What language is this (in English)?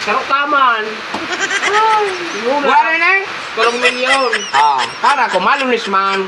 Bikol